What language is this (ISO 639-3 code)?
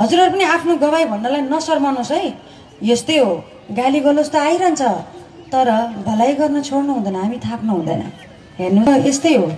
nep